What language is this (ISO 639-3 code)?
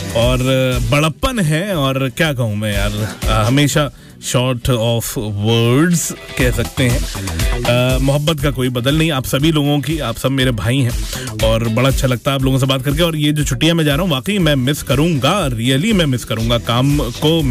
hin